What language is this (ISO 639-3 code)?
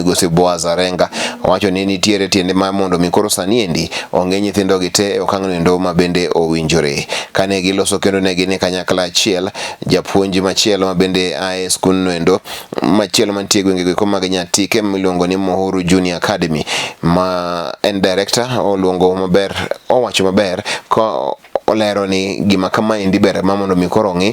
luo